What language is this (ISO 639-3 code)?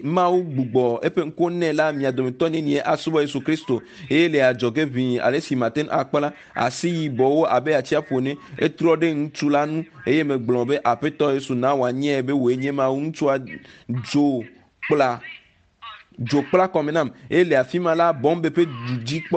ewe